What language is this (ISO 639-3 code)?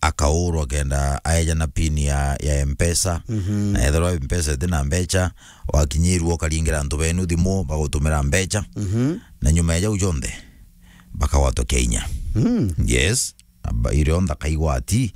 mer